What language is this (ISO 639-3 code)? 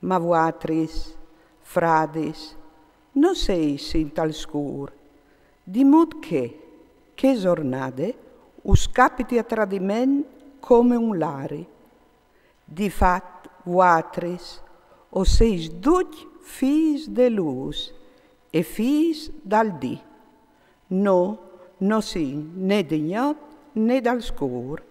fur